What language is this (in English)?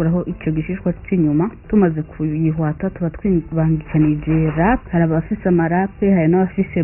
Rundi